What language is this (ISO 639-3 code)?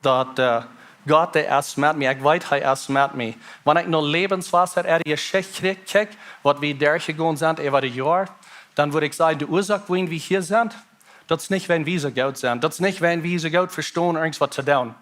pdt